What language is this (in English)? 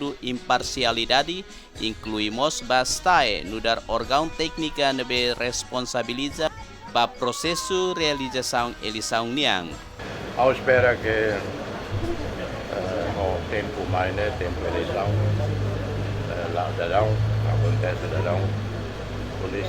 Tetum